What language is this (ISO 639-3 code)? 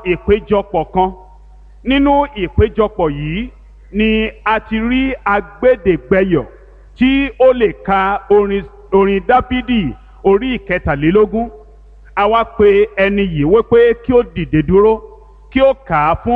yor